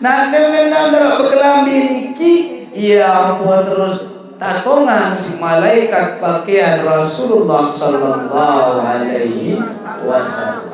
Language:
Sasak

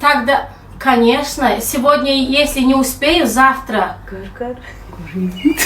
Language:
Turkmen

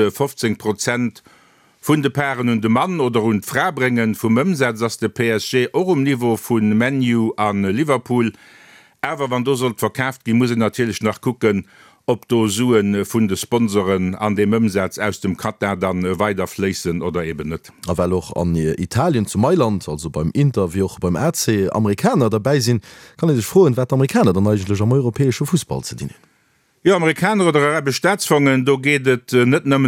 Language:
Luxembourgish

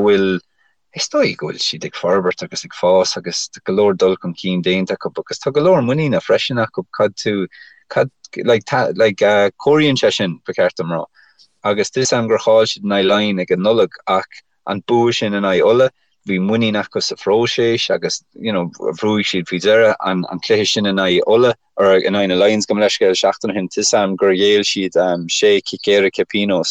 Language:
Irish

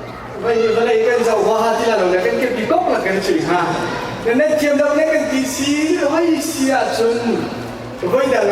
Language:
Hakha Chin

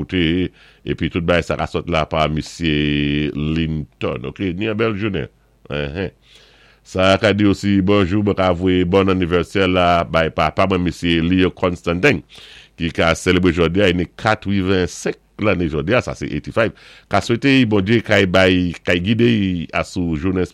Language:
Saint Lucian Creole French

